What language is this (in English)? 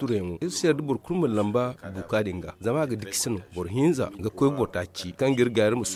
Zarma